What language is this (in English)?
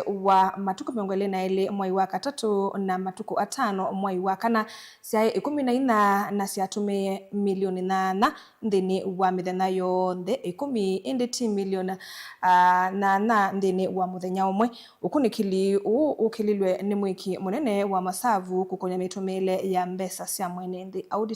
Kamba